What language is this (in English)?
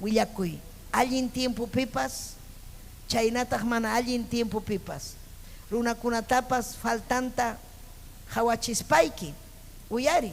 Ayacucho Quechua